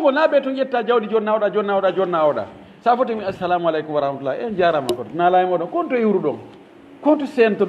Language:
Pular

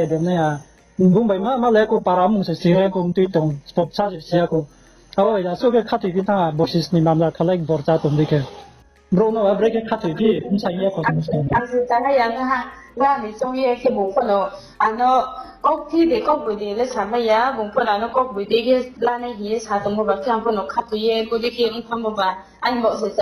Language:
Riang (India)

